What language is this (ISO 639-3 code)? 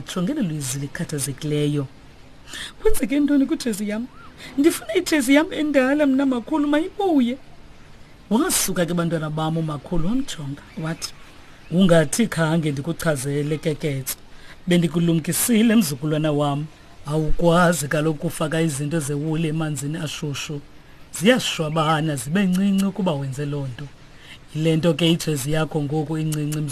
xho